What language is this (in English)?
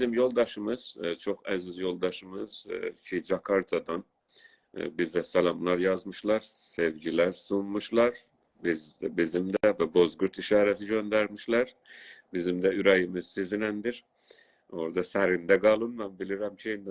South Azerbaijani